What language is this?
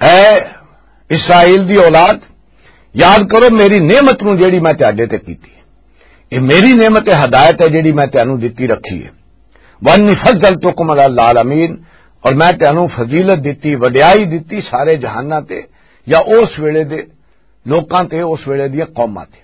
Western Panjabi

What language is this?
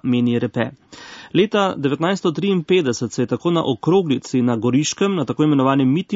Slovenian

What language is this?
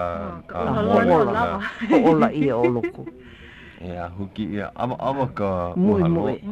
Hawaiian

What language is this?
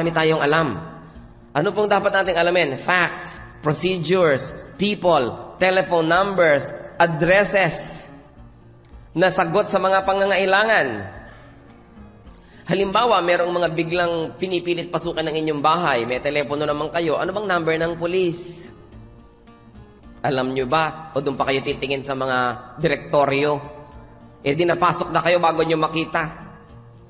Filipino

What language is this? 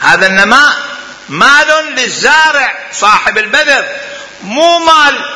Mesopotamian Arabic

